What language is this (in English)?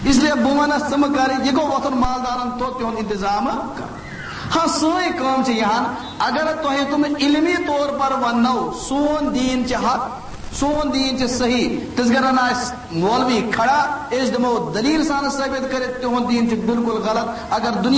Kashmiri